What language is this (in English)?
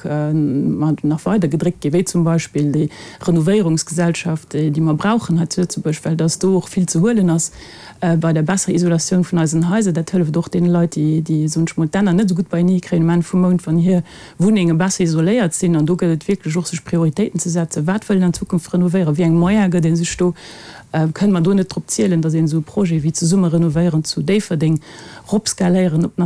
Luxembourgish